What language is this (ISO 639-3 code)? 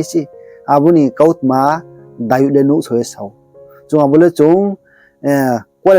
ria